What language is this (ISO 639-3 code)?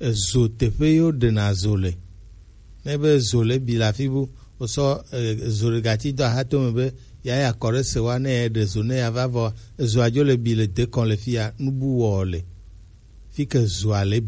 gej